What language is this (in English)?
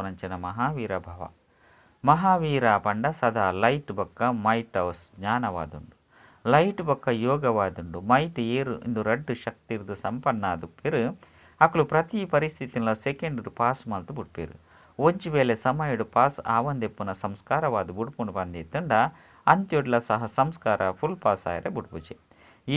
Tulu